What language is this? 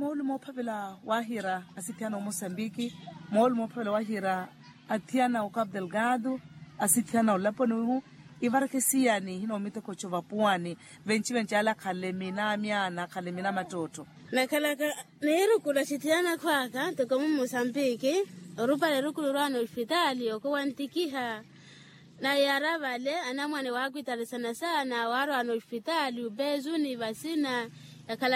Makhuwa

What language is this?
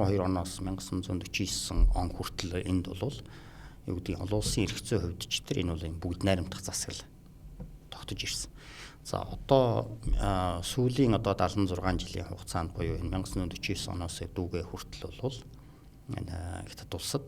Mongolian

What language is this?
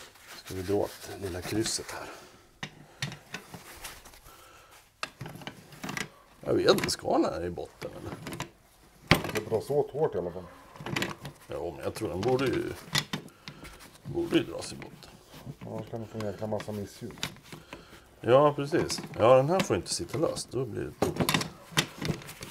Swedish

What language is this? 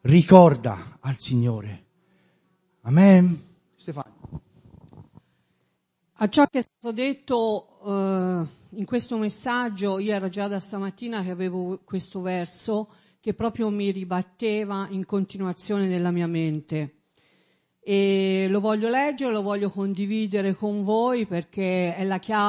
Italian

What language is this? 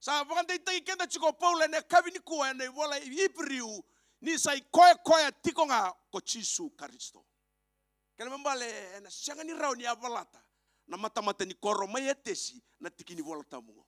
Fijian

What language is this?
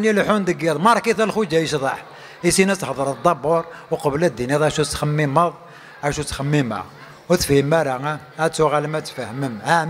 Kabyle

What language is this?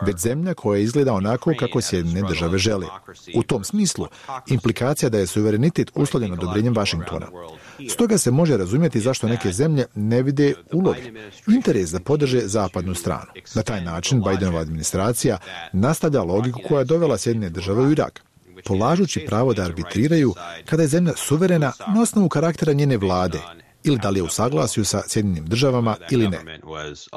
Bosnian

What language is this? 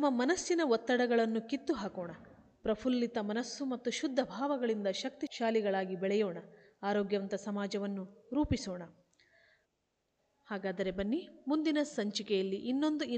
Kannada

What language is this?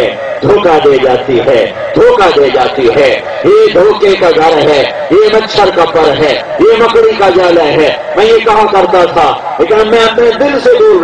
Urdu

